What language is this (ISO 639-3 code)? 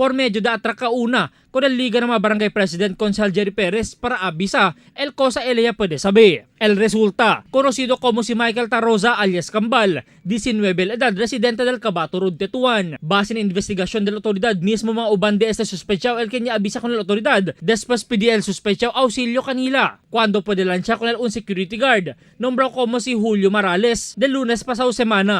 cbk